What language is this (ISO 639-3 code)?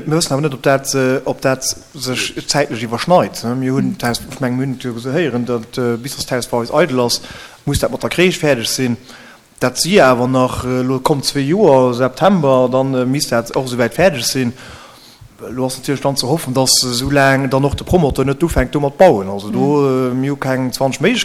ltz